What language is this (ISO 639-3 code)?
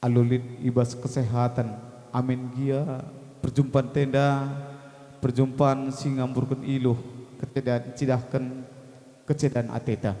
btx